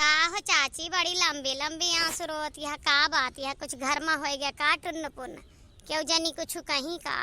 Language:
Awadhi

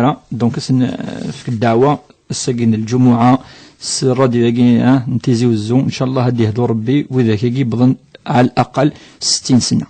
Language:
Kabyle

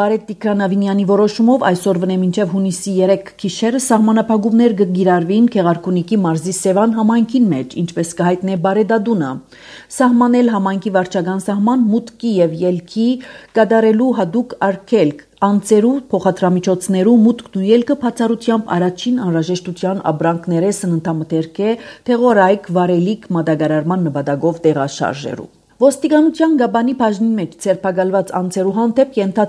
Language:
Armenian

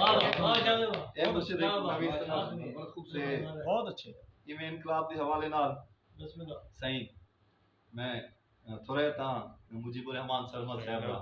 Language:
Saraiki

